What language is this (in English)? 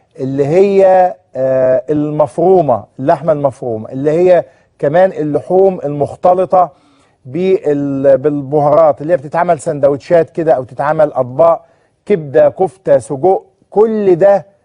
Egyptian Arabic